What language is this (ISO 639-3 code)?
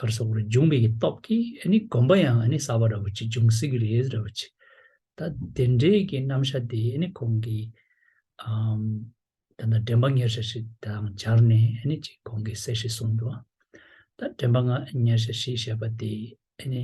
bod